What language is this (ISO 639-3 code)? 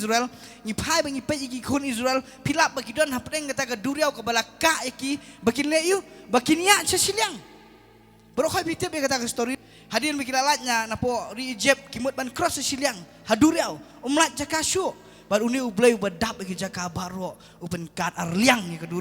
kha